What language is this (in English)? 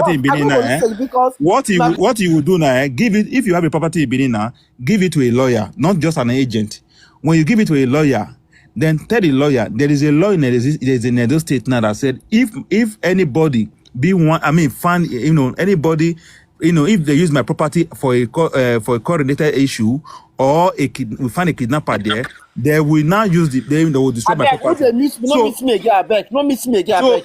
Nigerian Pidgin